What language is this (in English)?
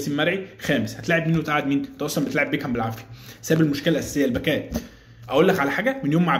Egyptian Arabic